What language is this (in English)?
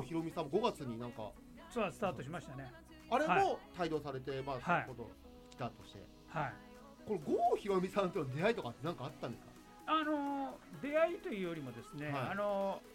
Japanese